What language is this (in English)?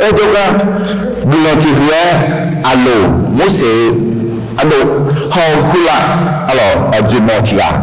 Akha